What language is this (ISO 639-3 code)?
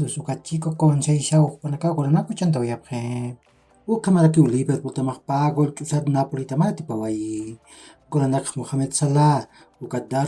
aym